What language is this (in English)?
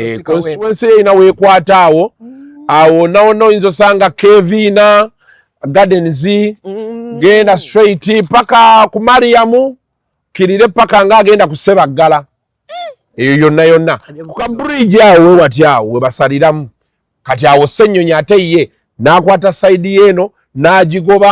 Ganda